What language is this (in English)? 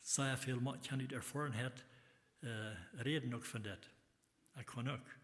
Plautdietsch